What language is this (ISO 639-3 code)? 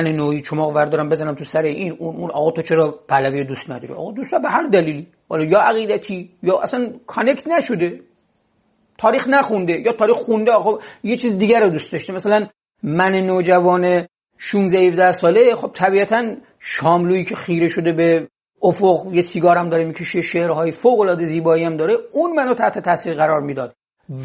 fas